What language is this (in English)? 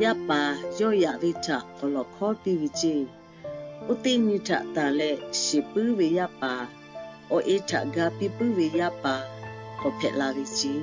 Lahu